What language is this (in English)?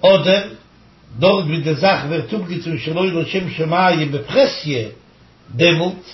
Yiddish